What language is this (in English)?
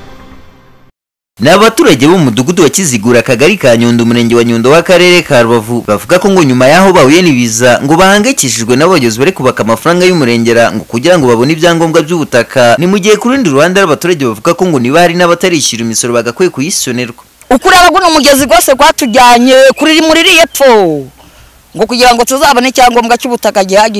Kinyarwanda